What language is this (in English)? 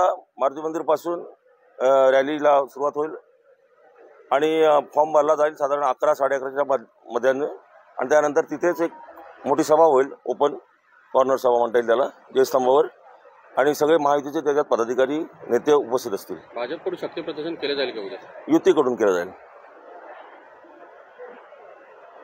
Marathi